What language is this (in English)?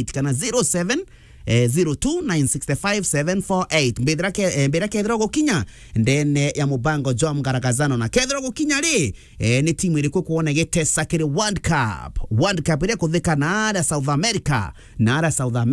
Meru